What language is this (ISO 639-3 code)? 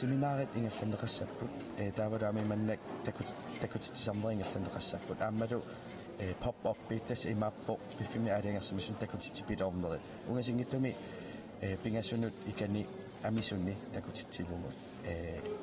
kal